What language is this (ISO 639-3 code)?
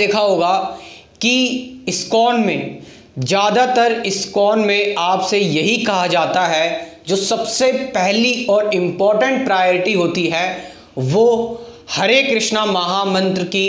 hin